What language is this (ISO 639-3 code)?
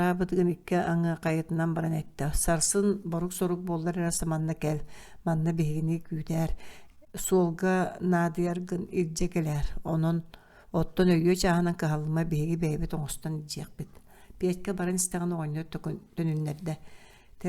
sah